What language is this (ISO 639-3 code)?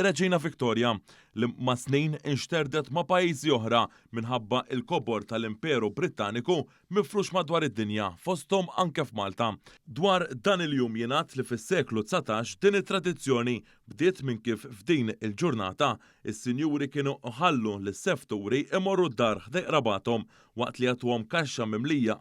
mlt